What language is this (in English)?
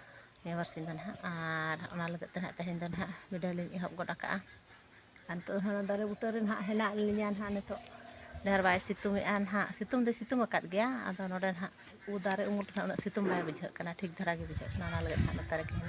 Santali